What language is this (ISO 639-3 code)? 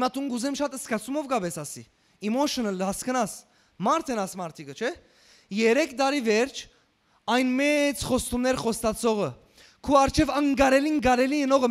hyw